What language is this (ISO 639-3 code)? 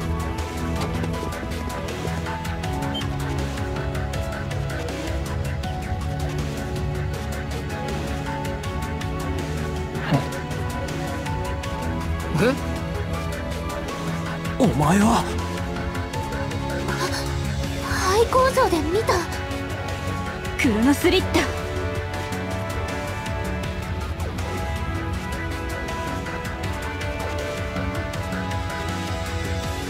jpn